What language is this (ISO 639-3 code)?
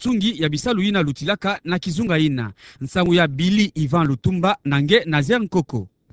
ktu